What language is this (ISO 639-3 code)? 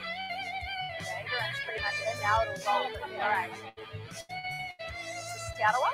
mri